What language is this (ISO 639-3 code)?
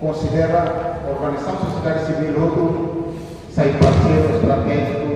tet